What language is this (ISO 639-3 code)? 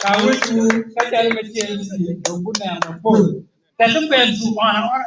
ach